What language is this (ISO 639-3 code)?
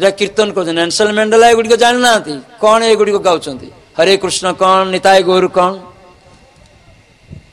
ori